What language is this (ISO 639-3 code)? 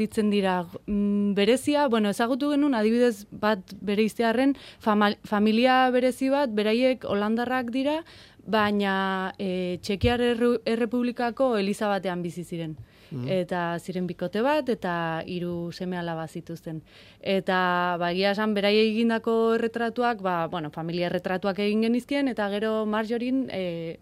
eus